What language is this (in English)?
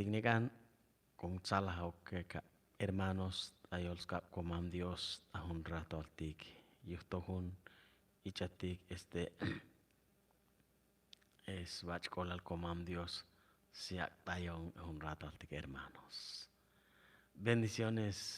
Chuj